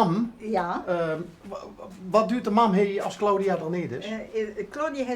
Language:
Limburgish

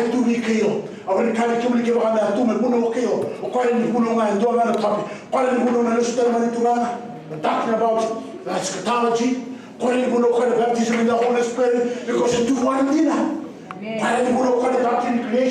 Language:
Fijian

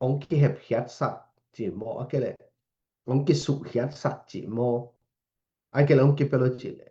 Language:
Tedim Chin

